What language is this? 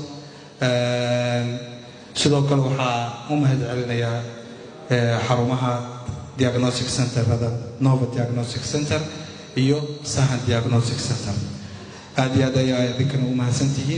Somali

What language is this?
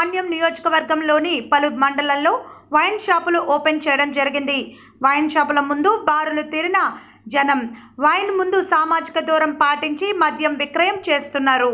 Telugu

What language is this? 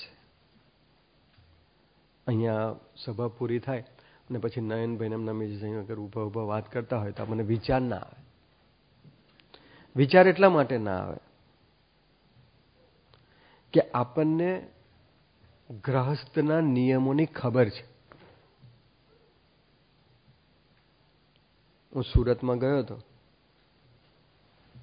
Gujarati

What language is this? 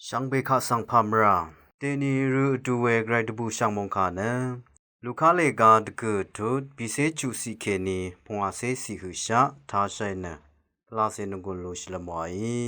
Rawang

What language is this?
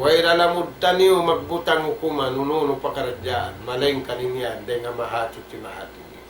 Tausug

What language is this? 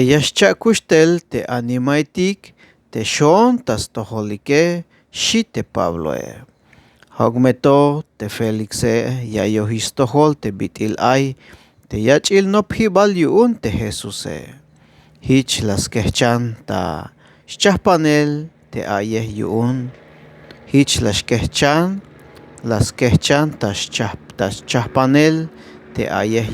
Tzeltal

